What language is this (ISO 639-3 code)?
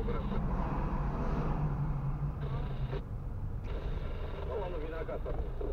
ron